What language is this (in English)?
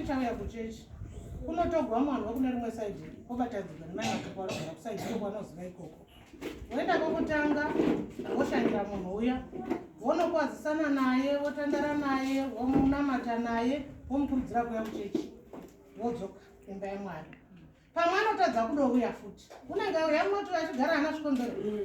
Shona